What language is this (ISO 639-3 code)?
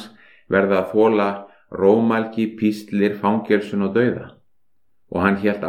isl